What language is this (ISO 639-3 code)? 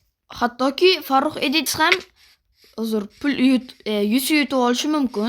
uzb